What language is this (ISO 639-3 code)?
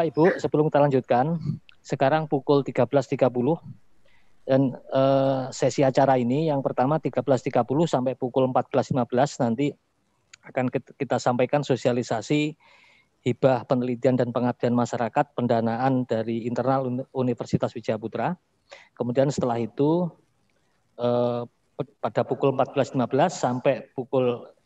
ind